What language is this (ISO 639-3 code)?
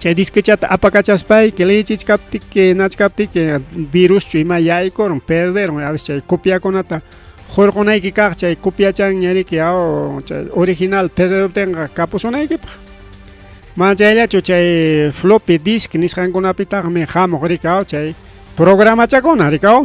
quy